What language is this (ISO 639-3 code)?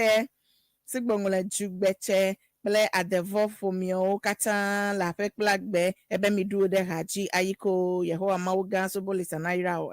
ewe